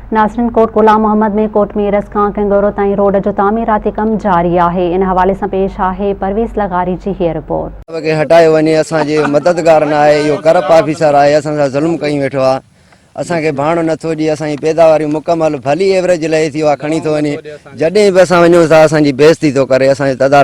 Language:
Sindhi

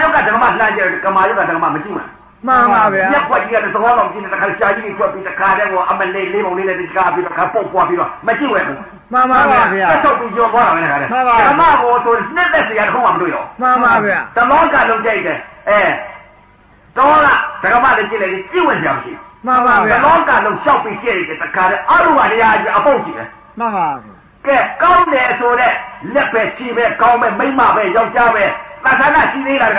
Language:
Burmese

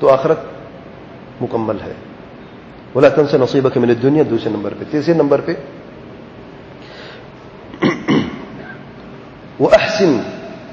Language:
Urdu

